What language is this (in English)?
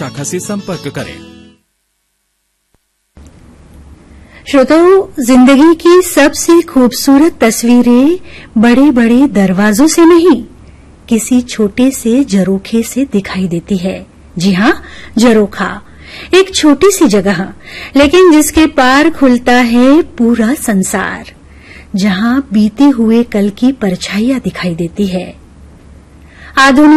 Hindi